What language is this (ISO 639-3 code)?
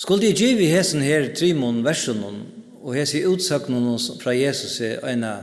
fao